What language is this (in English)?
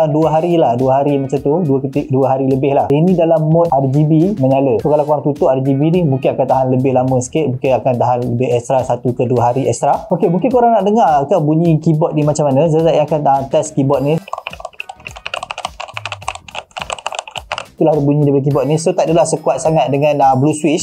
Malay